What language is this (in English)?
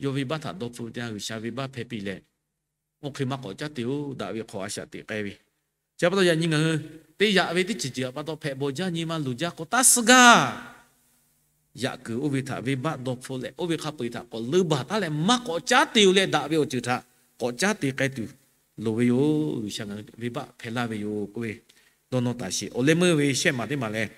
Lahu